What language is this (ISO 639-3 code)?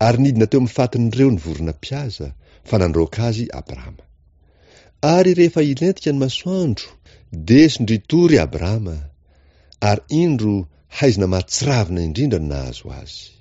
mlg